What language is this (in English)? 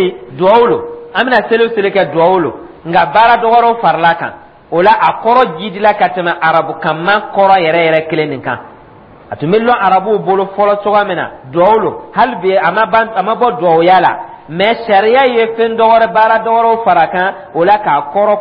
Dyula